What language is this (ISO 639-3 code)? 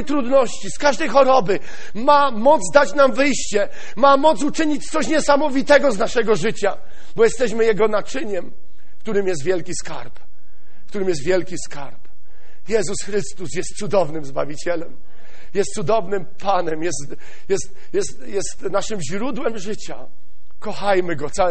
pol